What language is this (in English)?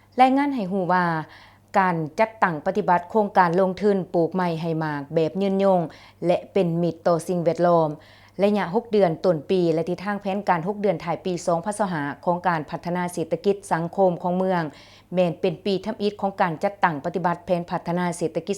Lao